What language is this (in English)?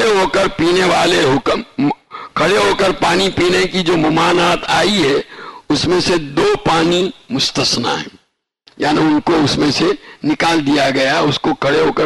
Urdu